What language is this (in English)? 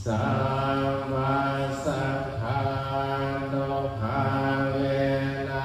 Pali